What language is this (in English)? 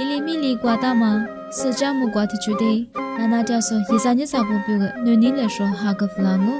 Lisu